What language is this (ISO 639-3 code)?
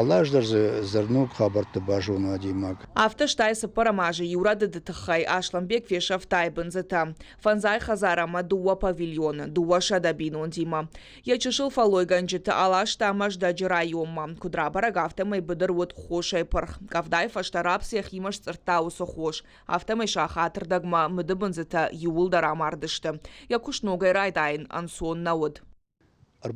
oss